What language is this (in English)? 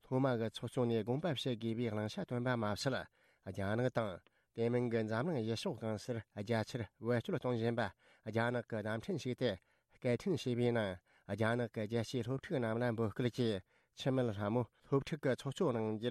Tibetan